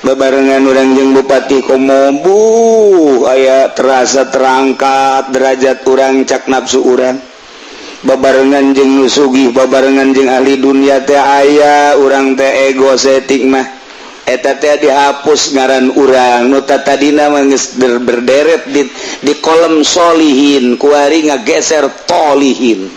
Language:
Sundanese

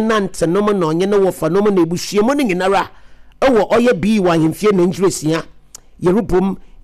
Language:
Akan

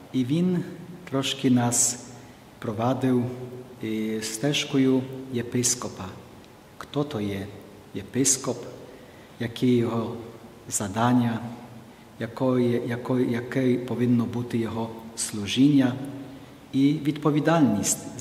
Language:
Ukrainian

